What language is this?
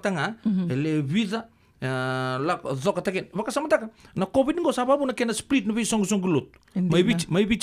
Fijian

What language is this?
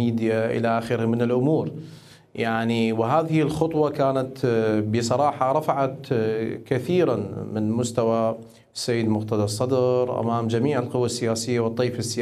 Mesopotamian Arabic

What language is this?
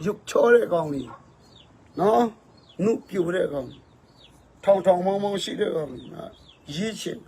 Falam Chin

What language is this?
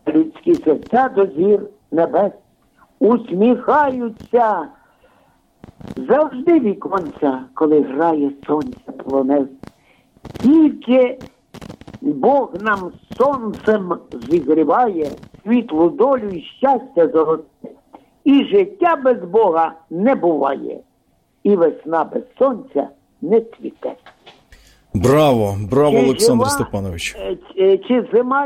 Ukrainian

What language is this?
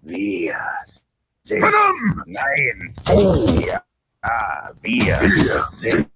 Bavarian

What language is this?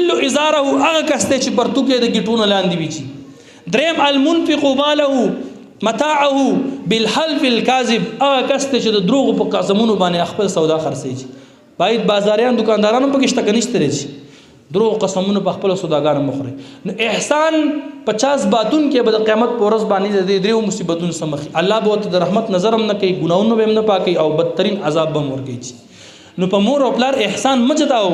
Pashto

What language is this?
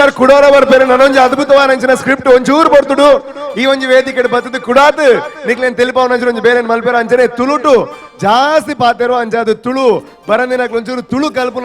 Tulu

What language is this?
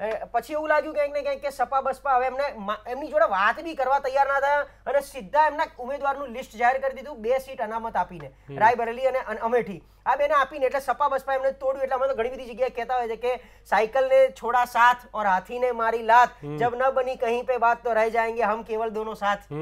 Gujarati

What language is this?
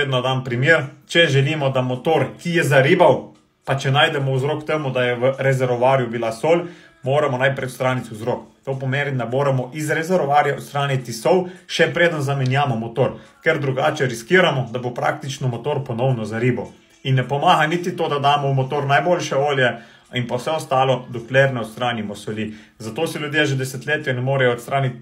Slovenian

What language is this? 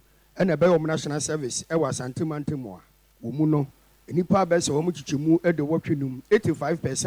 Akan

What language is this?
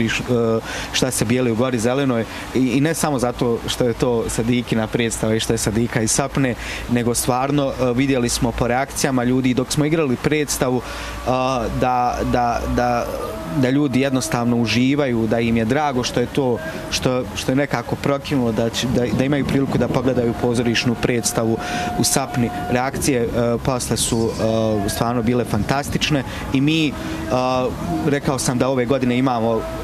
Bosnian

